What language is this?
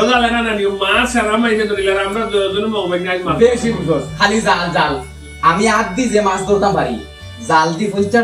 Sylheti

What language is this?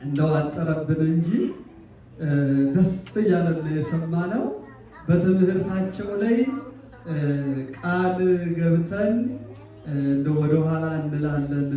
Amharic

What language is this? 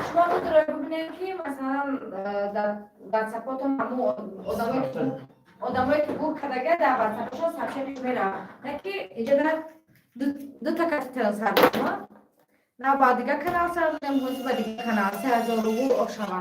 Tajik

